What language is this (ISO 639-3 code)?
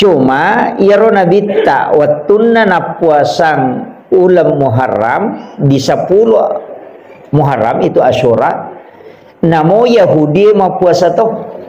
bug